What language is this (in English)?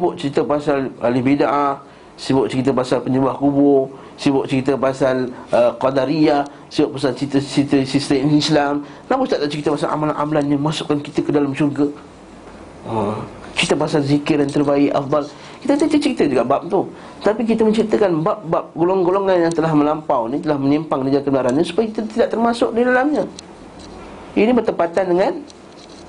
Malay